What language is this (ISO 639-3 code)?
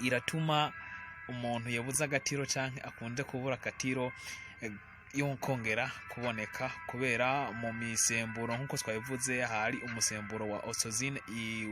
run